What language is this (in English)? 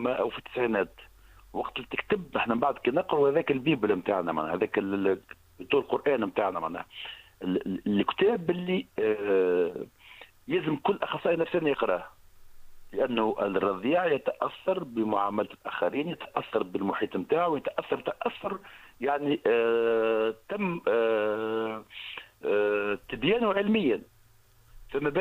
Tunisian Arabic